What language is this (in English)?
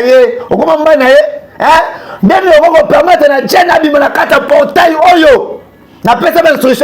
Lingala